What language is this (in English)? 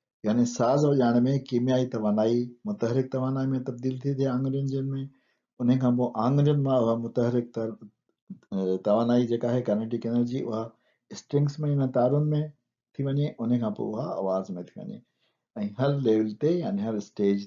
Sindhi